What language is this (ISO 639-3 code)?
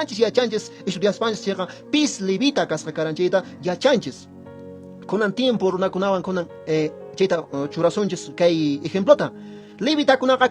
que